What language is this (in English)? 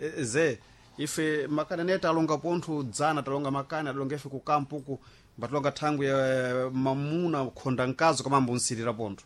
Sena